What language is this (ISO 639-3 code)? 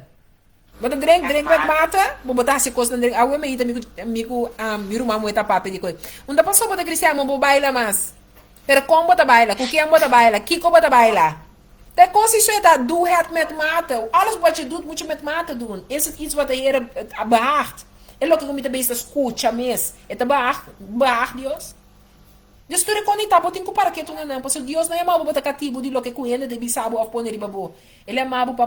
pap